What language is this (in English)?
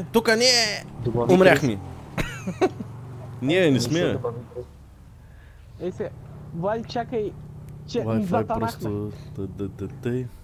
Bulgarian